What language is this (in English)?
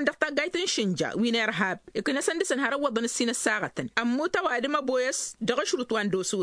Tamasheq